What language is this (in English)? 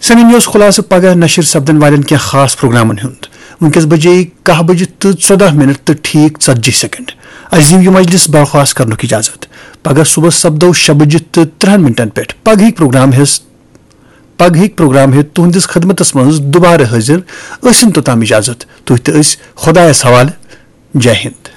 Kashmiri